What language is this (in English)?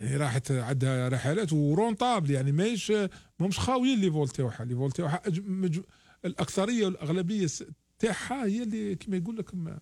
Algerian Arabic